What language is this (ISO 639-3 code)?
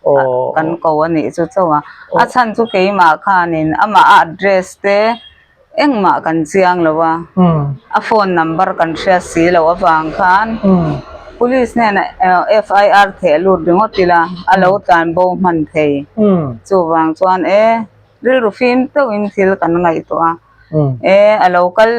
lus